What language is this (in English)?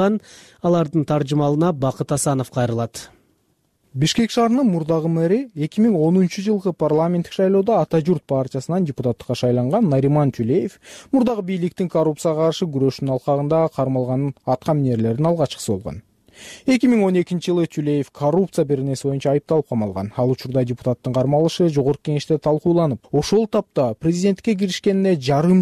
Kyrgyz